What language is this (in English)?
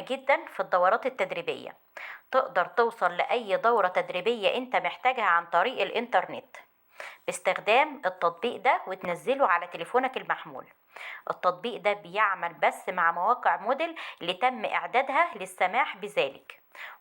Egyptian Arabic